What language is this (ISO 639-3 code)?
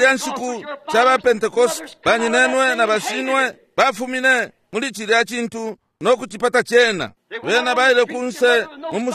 bem